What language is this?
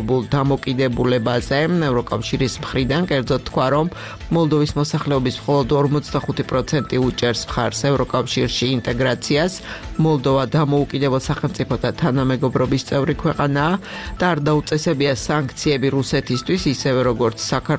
Georgian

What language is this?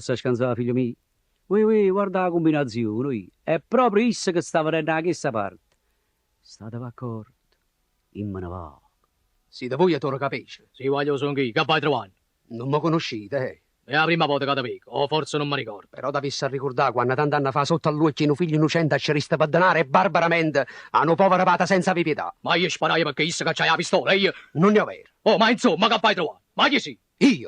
Neapolitan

